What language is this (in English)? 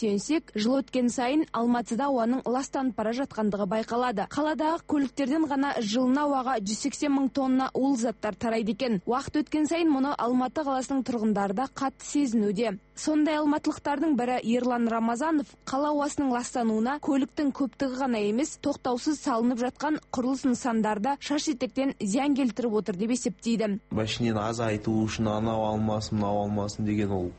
Kazakh